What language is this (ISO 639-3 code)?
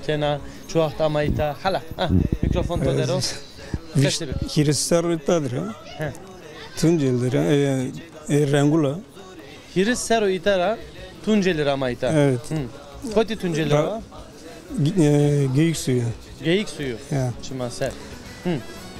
zza